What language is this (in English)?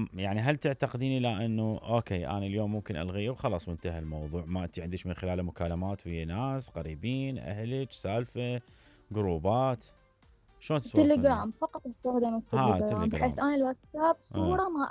Mesopotamian Arabic